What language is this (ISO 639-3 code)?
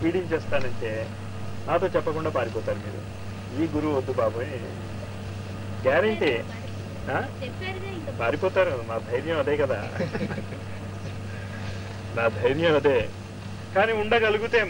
tel